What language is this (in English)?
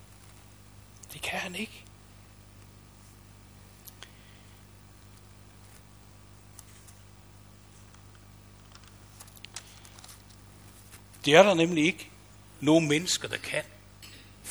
Danish